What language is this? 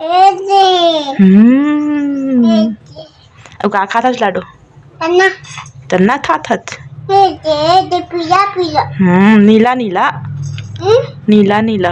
Chhattisgarhi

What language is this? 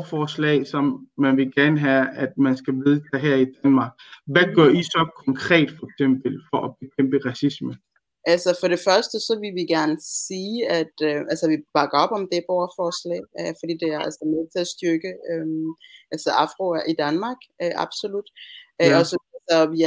Danish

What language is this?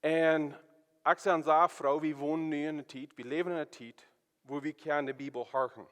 Plautdietsch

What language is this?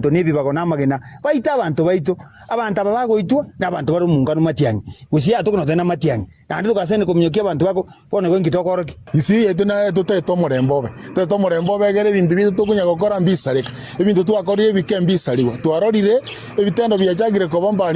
Gusii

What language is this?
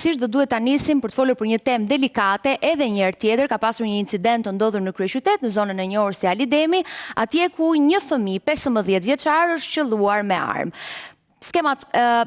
Albanian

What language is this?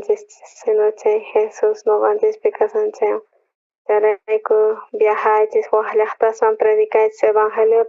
South Bolivian Quechua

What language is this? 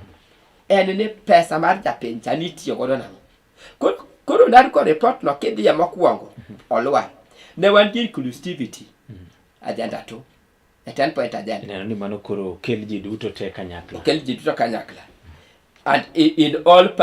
Luo (Kenya and Tanzania)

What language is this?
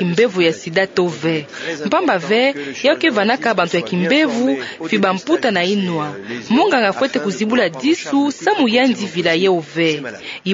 Kituba (Democratic Republic of Congo)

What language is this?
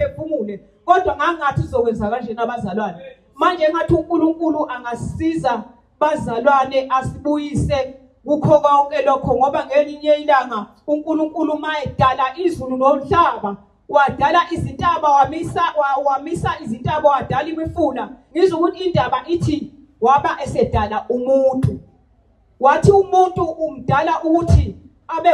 Zulu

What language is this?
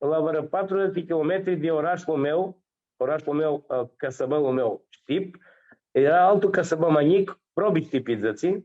Aromanian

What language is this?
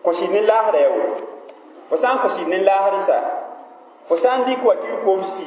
Mossi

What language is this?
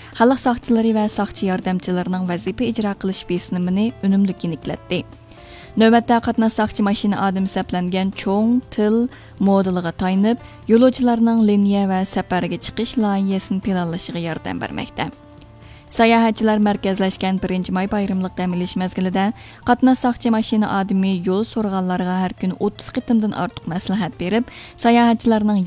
Uyghur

